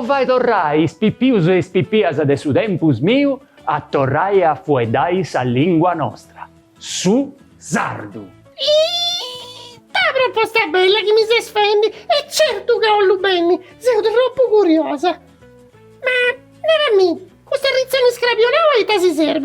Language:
Sardinian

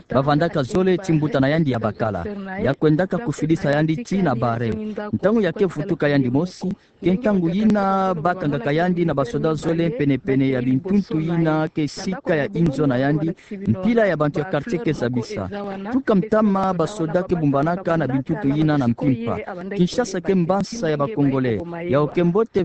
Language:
Kituba (Democratic Republic of Congo)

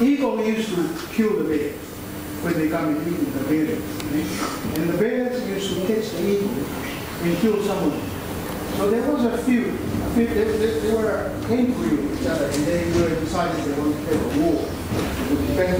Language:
Tongan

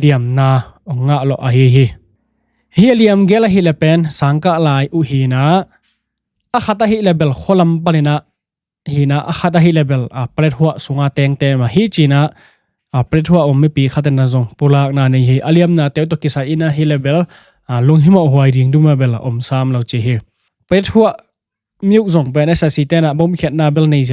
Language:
Tedim Chin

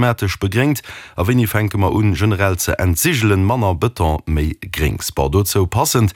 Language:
Luxembourgish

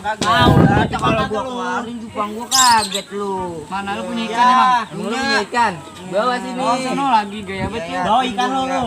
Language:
Betawi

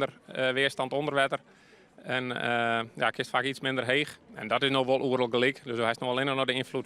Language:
Western Frisian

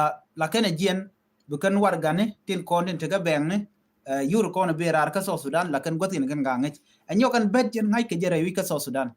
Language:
Nuer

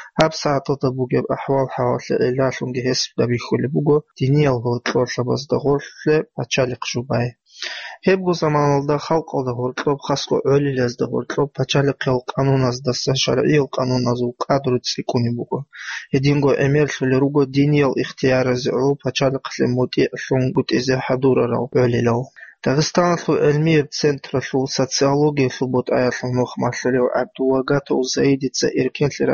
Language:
Avaric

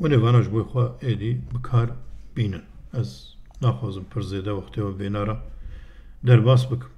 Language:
Kurdish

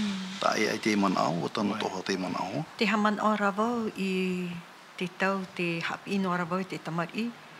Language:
Tahitian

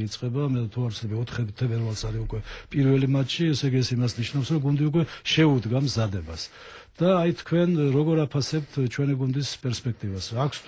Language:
Georgian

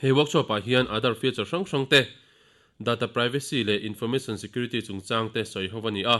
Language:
Mizo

